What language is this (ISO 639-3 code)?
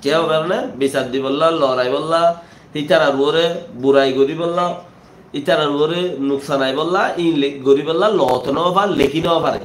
rhg